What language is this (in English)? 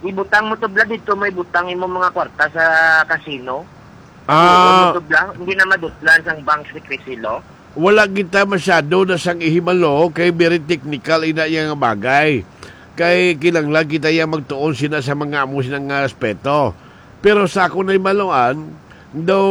Hiligaynon